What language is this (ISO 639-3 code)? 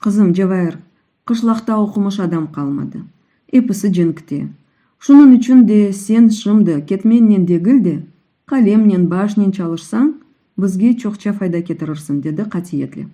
crh